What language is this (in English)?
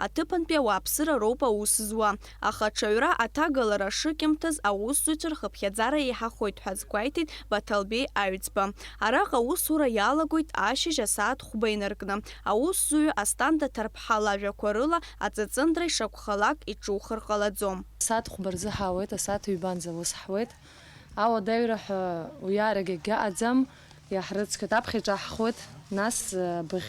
Abkhazian